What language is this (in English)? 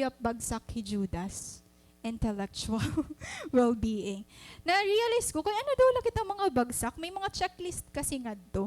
Waray